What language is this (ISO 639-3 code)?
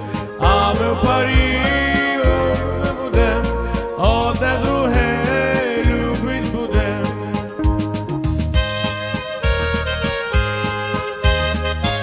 ukr